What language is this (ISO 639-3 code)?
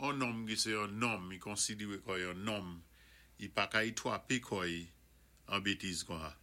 acf